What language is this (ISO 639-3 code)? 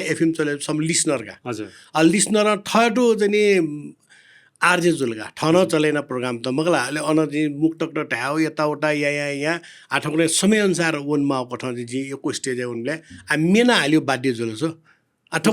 new